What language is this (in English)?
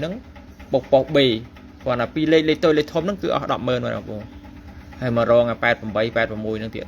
Khmer